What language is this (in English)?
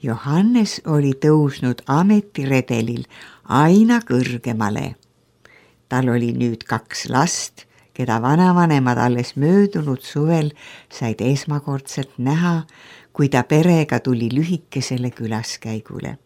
Estonian